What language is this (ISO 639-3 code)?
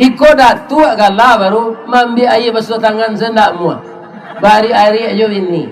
min